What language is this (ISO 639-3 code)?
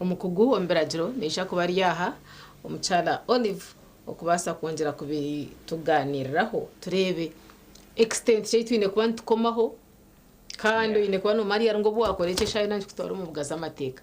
nyn